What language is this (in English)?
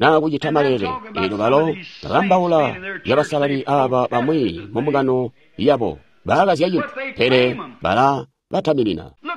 Tonga (Zambia)